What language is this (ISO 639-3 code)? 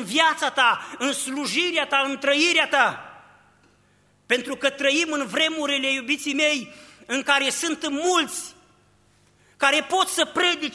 ron